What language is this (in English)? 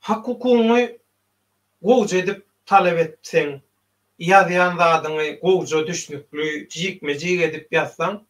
Turkmen